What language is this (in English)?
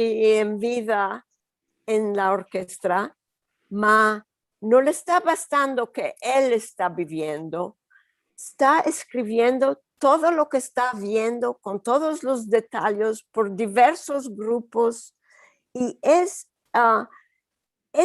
Ladino